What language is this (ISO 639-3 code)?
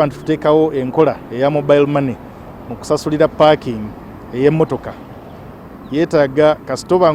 lug